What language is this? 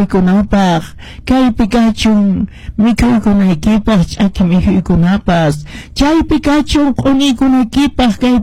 Quechua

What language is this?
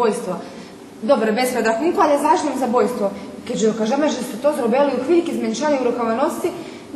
Rusyn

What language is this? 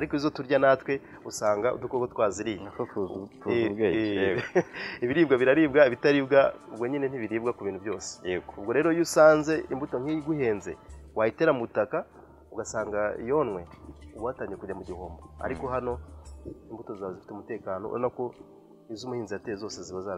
Kinyarwanda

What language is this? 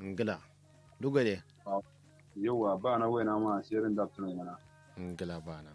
Kanuri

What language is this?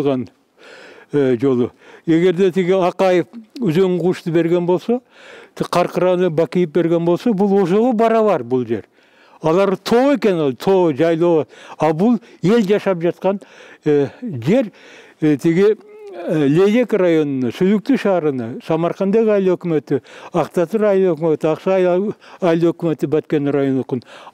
Kyrgyz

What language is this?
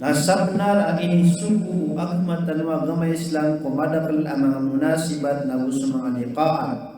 Maranao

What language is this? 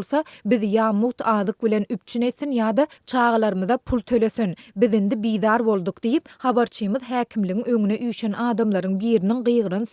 Turkmen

